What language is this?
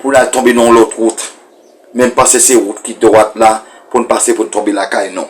Haitian Creole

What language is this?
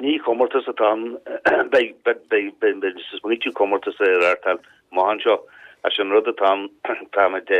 Irish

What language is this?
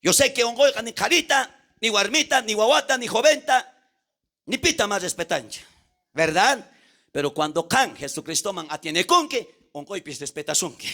South Bolivian Quechua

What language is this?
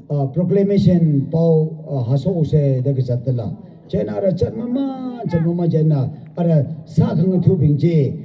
Tangkhul Naga (India)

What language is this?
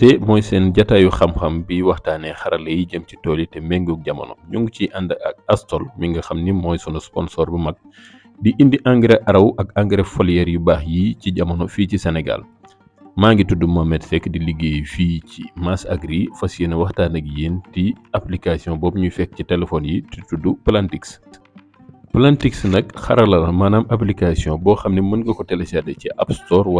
Wolof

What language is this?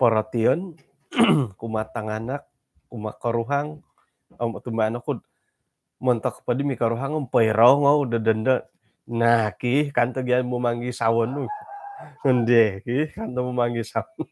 Central Dusun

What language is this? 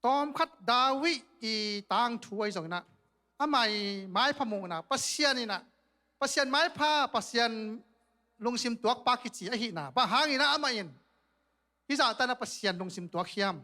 Tedim Chin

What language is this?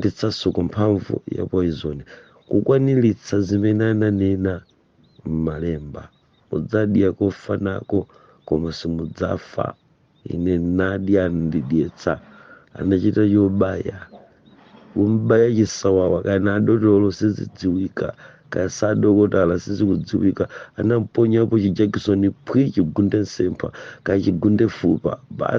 Nyanja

